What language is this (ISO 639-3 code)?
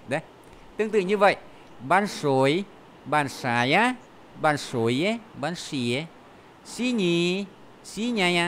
vie